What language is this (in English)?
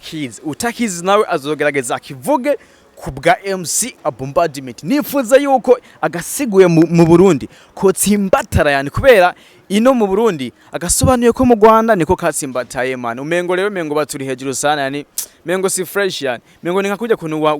Rundi